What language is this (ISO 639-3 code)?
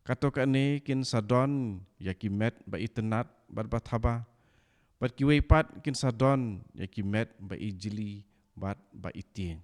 kha